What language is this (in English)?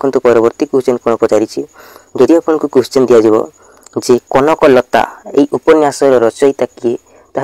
Odia